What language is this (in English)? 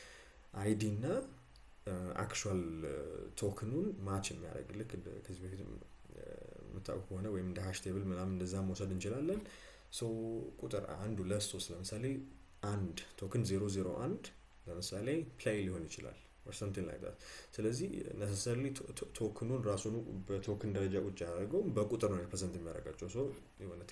Amharic